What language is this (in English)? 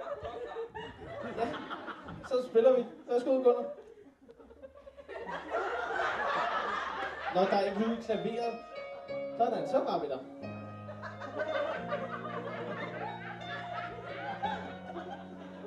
Danish